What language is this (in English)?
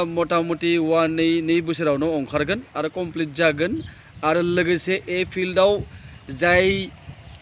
Bodo